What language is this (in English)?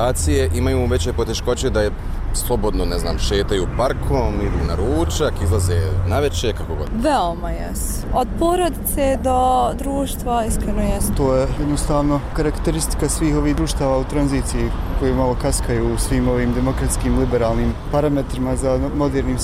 Bosnian